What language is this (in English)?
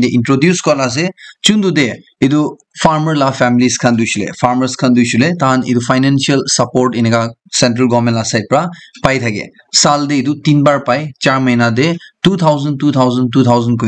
Naga Pidgin